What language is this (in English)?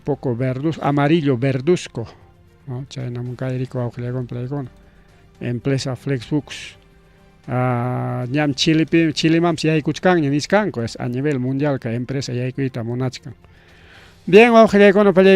Ayacucho Quechua